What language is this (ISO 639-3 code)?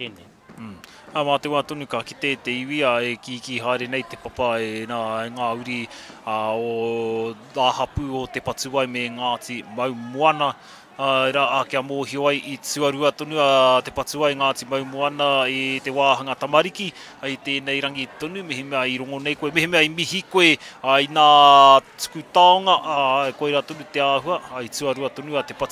mri